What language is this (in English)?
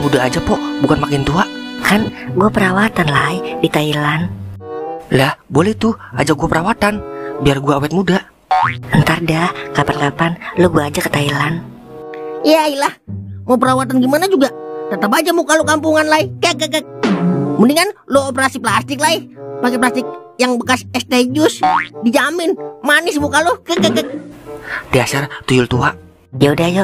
Betawi